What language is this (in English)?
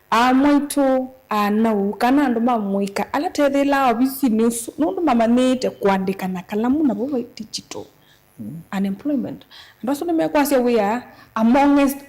Kamba